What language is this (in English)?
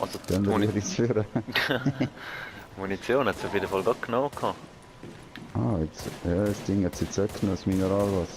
Swiss German